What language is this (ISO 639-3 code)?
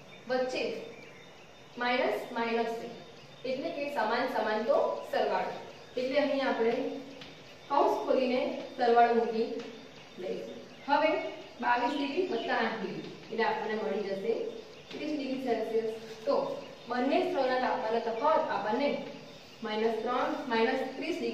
guj